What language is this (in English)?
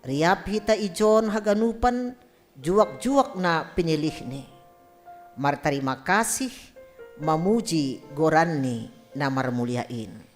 Batak Simalungun